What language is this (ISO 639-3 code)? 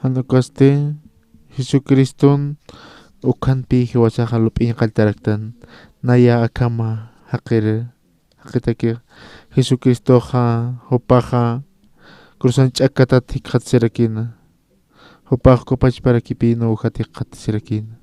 aym